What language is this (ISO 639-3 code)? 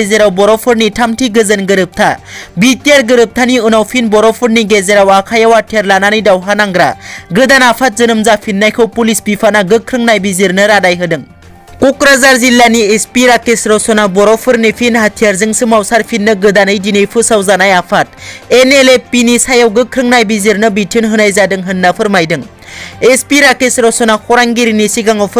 brx